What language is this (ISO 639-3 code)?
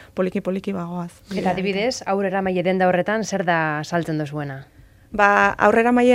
eus